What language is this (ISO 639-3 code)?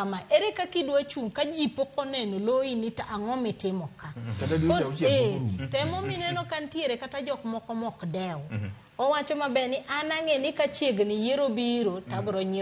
luo